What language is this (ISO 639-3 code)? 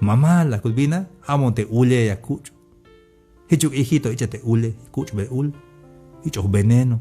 tzh